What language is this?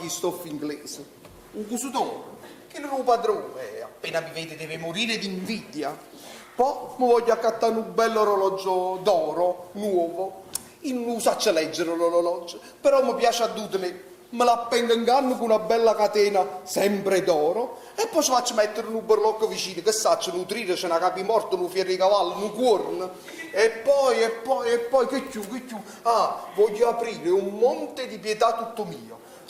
Neapolitan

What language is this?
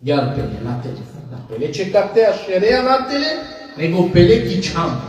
Balkan Romani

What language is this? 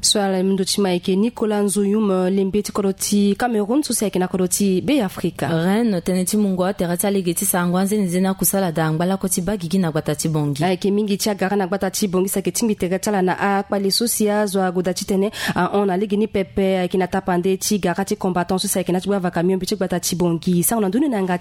Sango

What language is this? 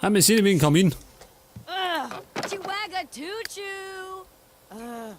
Bavarian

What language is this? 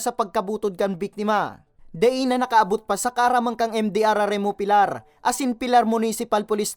Bikol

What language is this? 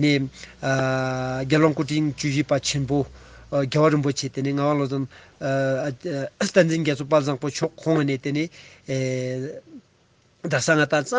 Ladakhi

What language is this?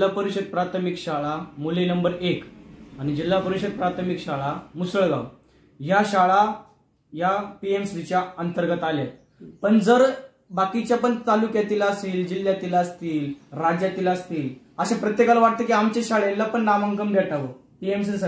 Marathi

